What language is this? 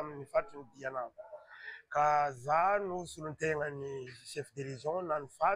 Malagasy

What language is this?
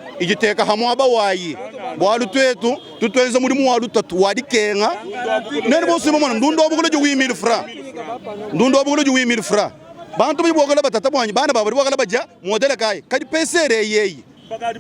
Luba-Lulua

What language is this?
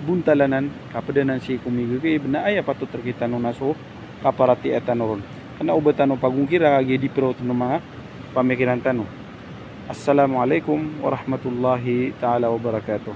Maranao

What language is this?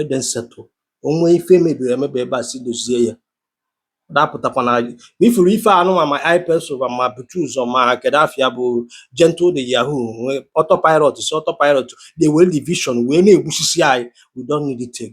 Igbo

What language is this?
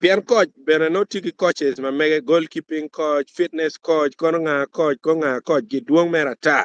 Acoli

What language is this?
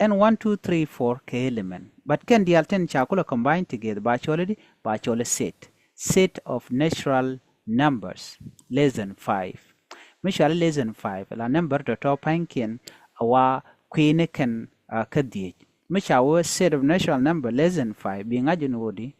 Nuer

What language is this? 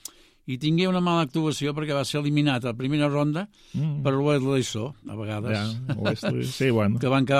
Catalan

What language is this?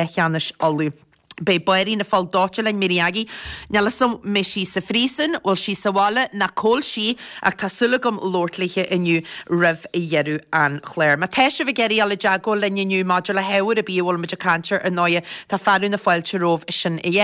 Irish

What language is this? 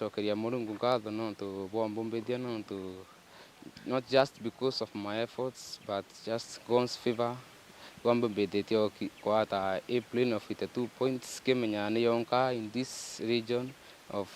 Meru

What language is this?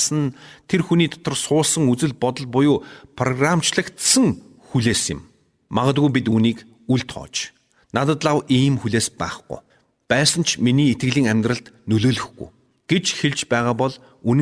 Mongolian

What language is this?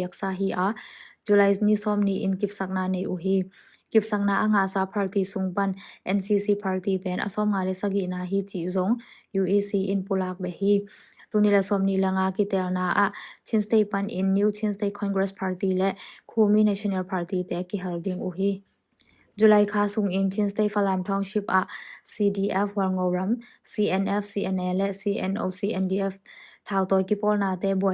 Tedim Chin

